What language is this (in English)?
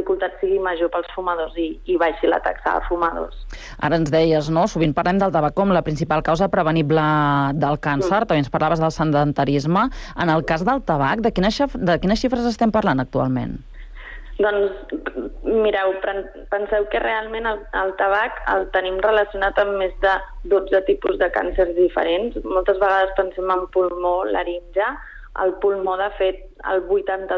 Catalan